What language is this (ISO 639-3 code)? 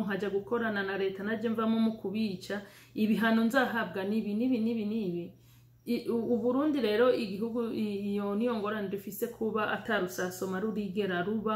run